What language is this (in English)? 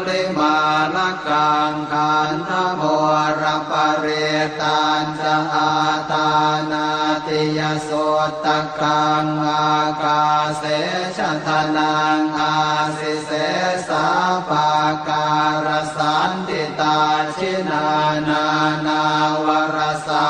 Pali